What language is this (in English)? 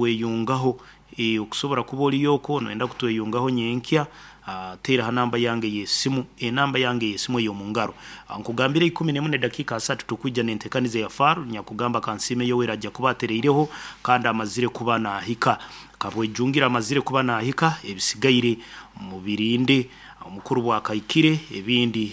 Nyoro